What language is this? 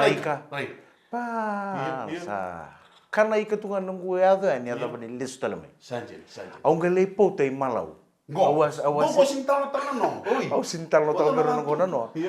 Fijian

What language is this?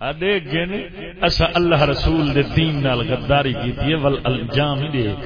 Saraiki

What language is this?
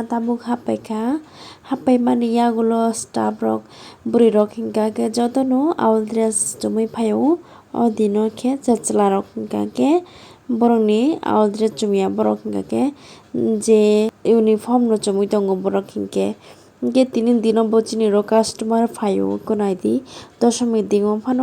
Kok Borok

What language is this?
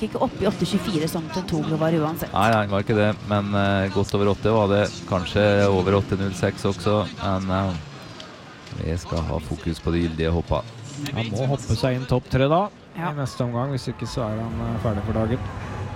Norwegian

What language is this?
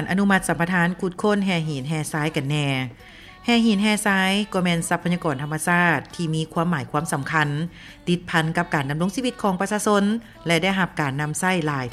Lao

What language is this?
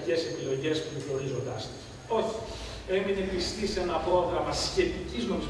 Greek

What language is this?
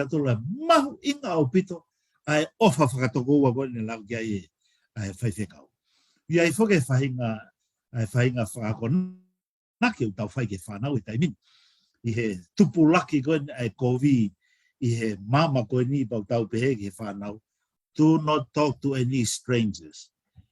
Tongan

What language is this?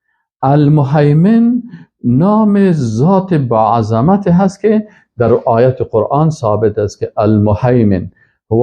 Persian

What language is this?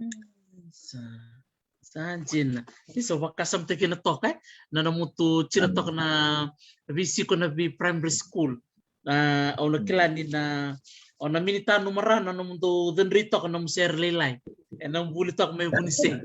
Fijian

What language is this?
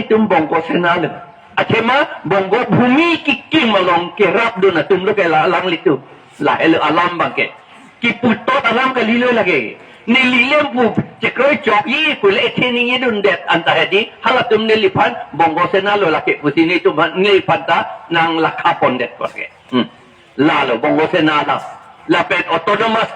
Karbi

